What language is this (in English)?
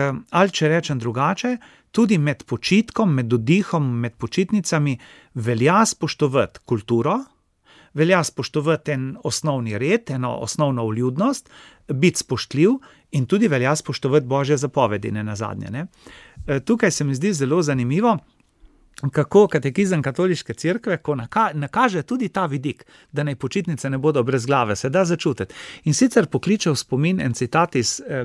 Slovenian